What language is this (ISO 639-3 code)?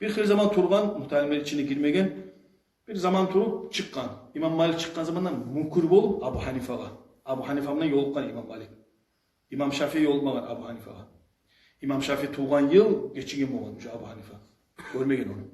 kum